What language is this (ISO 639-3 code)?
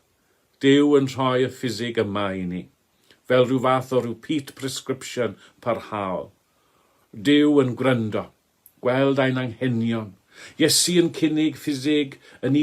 cym